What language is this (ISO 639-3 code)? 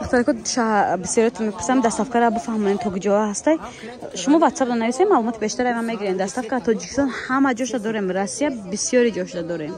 tgk